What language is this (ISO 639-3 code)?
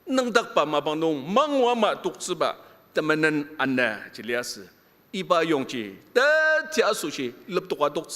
njo